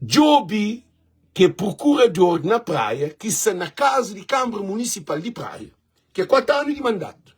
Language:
Kabuverdianu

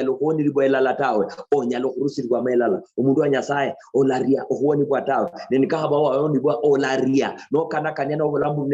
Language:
Luyia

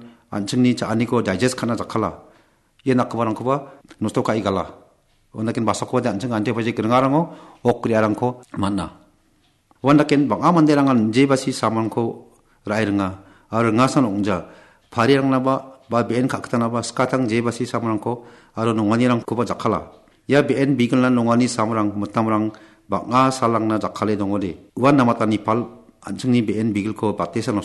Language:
Garo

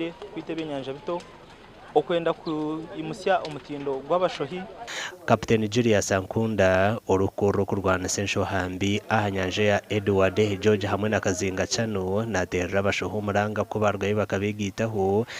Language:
Nyankole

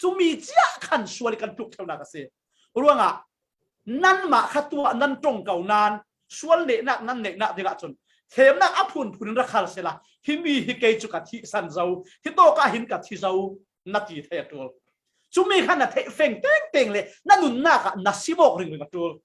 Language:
Falam Chin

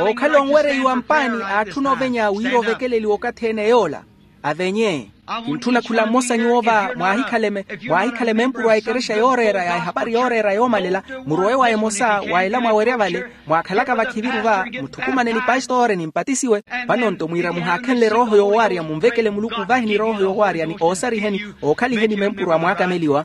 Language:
Makhuwa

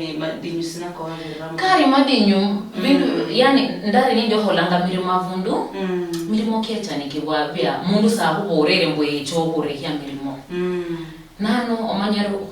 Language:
Luyia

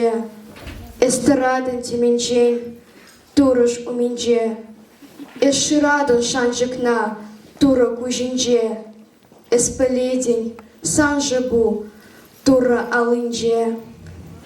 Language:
Chuvash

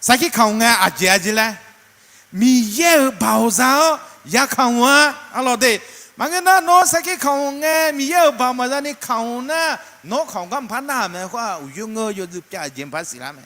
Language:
Akha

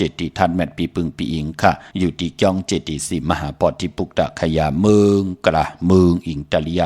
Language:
Shan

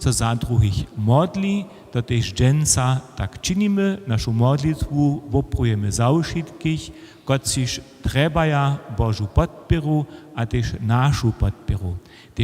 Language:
Upper Sorbian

